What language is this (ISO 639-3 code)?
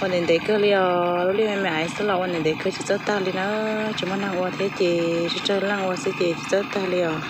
hmn